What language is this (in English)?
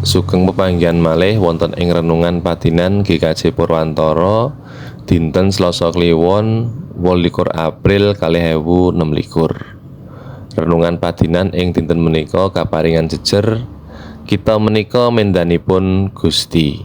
Javanese